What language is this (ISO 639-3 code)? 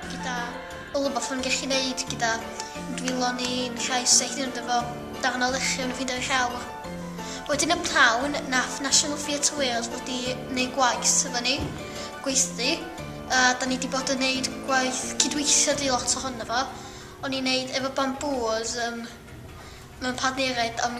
cym